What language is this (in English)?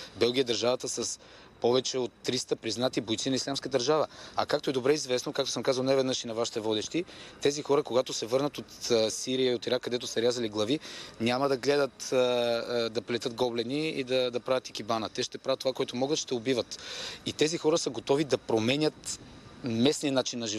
Bulgarian